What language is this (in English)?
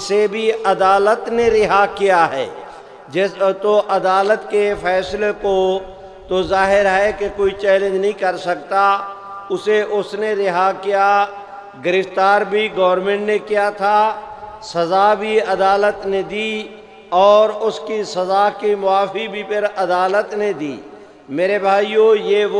Urdu